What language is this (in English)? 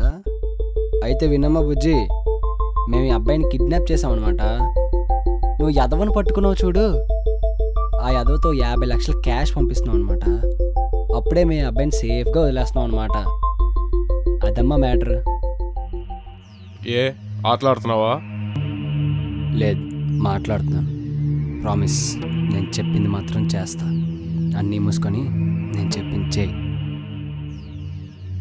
Telugu